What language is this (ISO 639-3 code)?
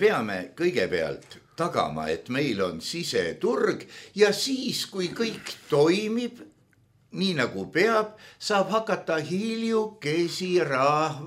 est